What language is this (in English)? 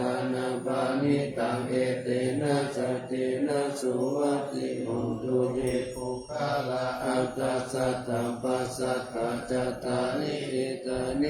Pali